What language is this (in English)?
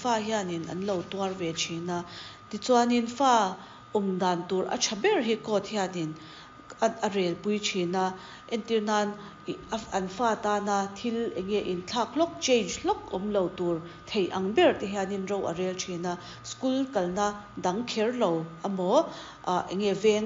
Mizo